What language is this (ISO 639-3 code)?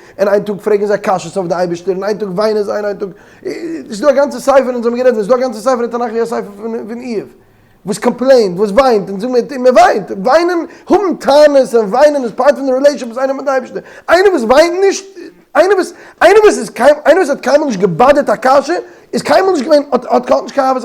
yid